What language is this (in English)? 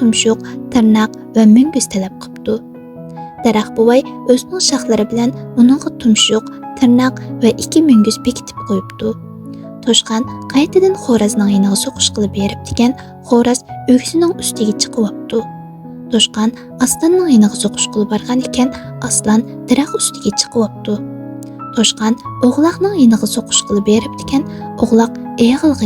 Uyghur